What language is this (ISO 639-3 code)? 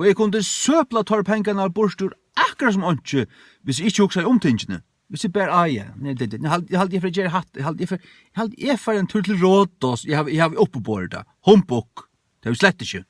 fao